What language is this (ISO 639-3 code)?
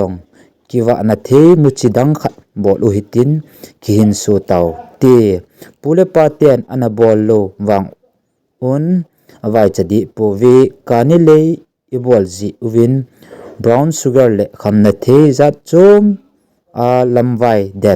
tcz